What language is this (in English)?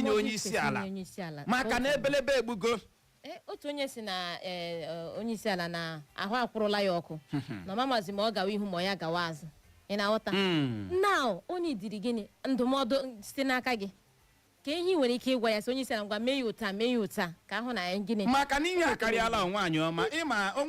Igbo